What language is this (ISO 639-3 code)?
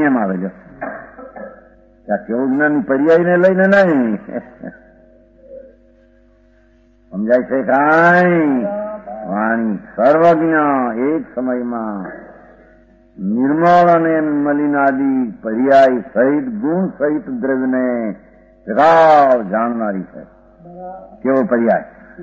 guj